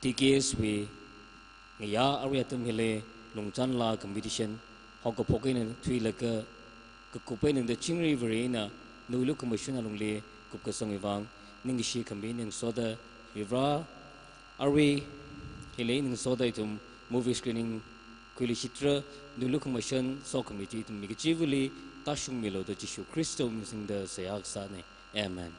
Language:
Tangkhul Naga (India)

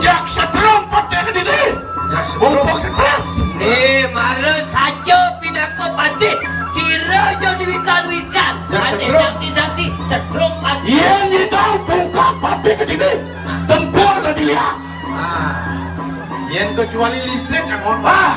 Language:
Balinese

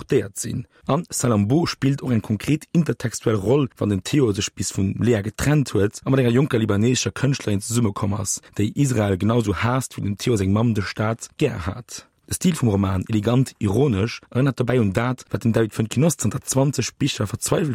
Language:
Luxembourgish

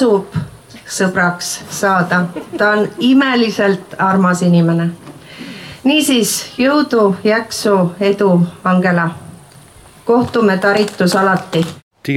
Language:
Estonian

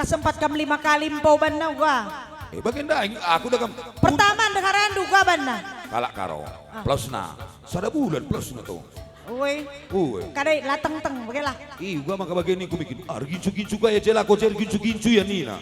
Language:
Batak Karo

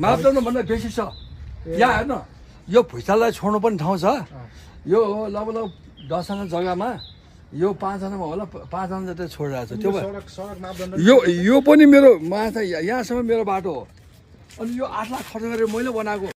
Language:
Nepali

